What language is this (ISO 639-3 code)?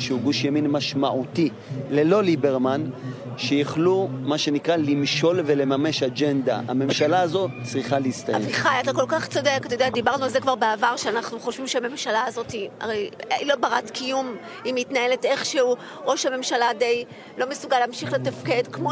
heb